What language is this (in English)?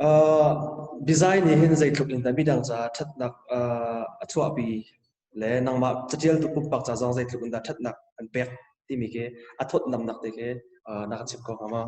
Hakha Chin